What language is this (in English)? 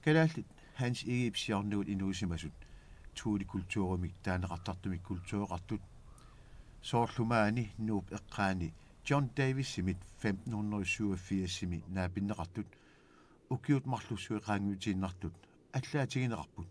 Kalaallisut